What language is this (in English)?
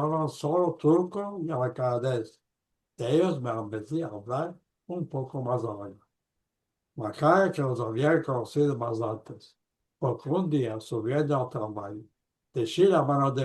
Ladino